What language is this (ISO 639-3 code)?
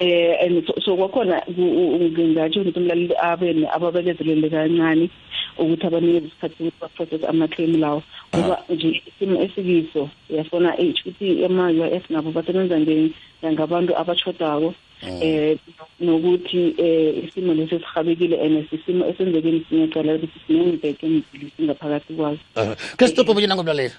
nbl